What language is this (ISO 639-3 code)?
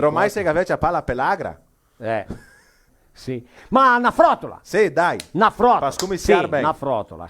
vec